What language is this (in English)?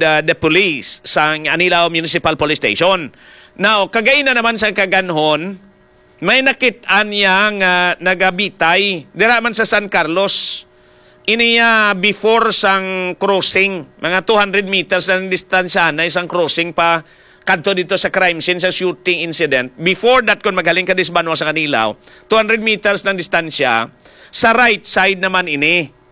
Hiligaynon